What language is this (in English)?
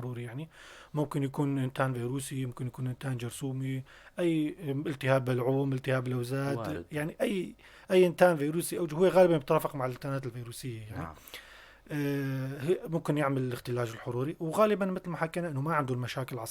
North Levantine Arabic